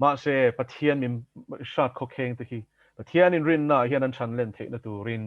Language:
Mizo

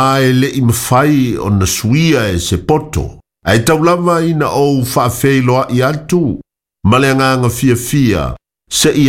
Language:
Samoan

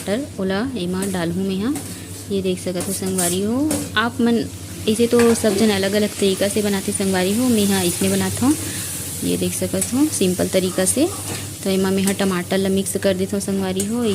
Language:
Chhattisgarhi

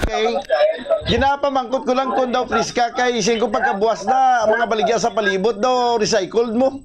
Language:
Hiligaynon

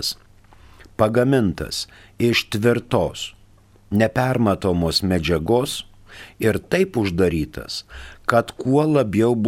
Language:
Lithuanian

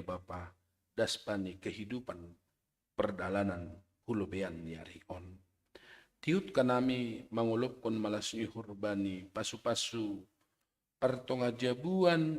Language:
Batak Simalungun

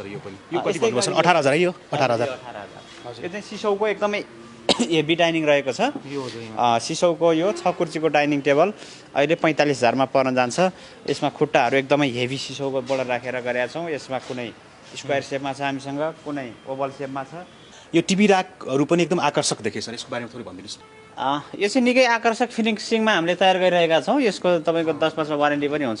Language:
Nepali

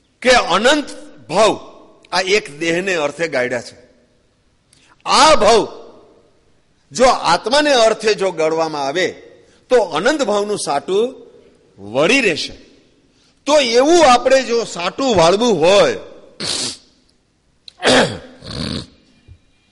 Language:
Gujarati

